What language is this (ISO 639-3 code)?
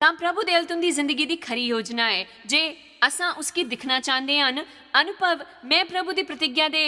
doi